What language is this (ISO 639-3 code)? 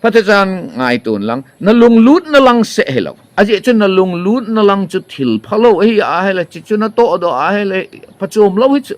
tcz